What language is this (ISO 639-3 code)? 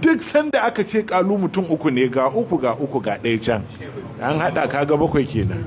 hau